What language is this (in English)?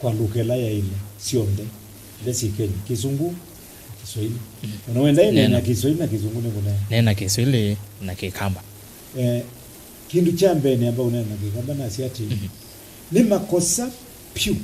Kamba